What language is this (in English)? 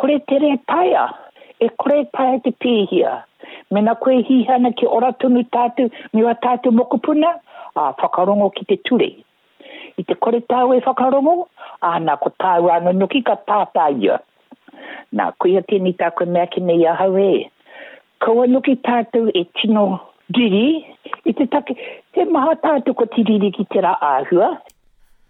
Māori